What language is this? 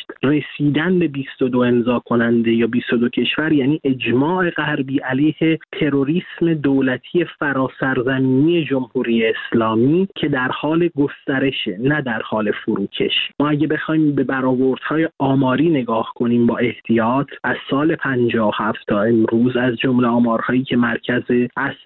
Persian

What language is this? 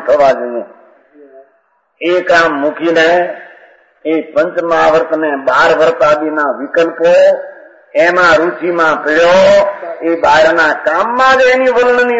Gujarati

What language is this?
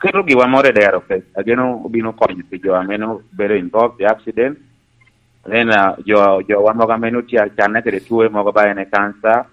Lango (Uganda)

